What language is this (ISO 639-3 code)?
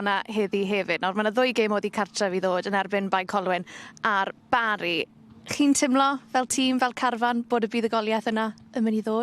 cym